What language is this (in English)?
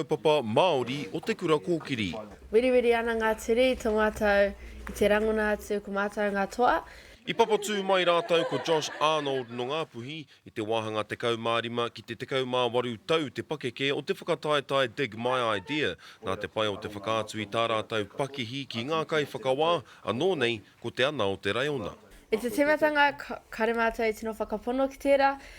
Māori